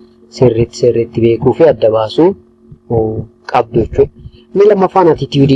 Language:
Oromo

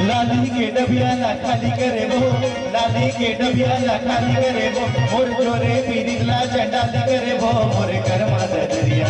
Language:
Chhattisgarhi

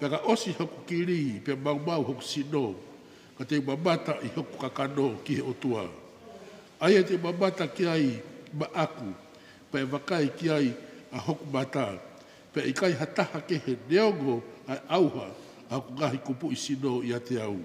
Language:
Tongan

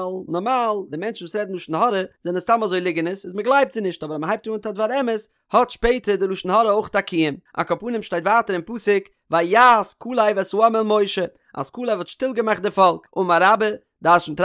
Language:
Yiddish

